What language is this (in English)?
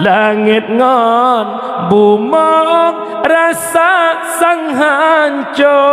Achinese